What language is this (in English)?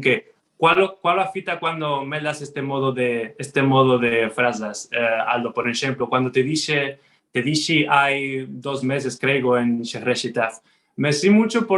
Ladino